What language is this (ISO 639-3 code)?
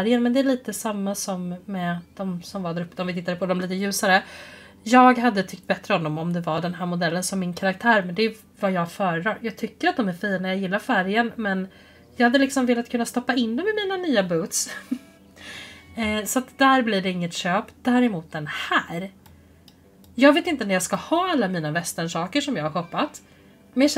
swe